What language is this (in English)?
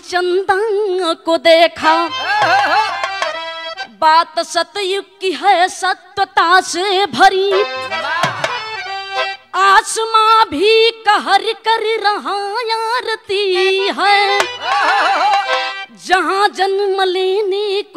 Bhojpuri